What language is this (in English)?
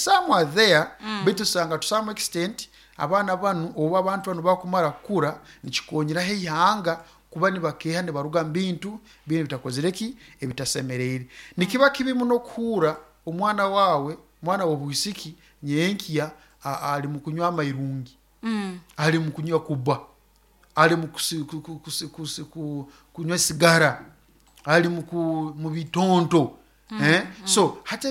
Nyoro